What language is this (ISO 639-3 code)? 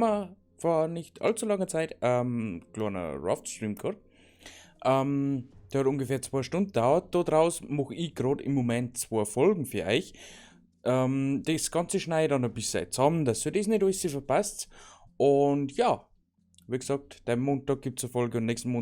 bar